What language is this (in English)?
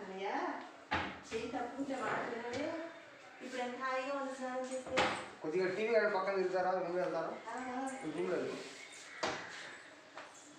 Telugu